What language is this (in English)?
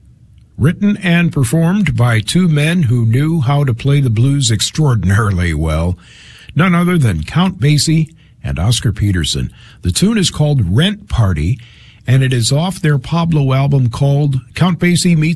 English